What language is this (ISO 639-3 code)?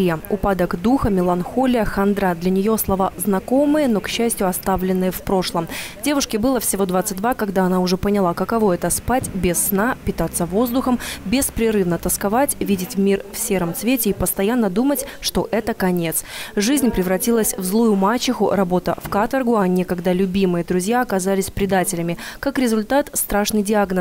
rus